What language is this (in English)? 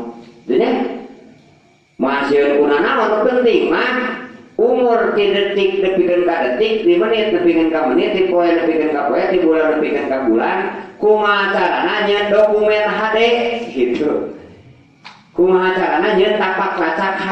Sundanese